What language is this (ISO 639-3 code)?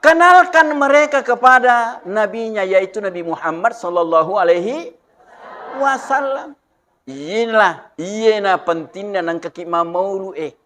bug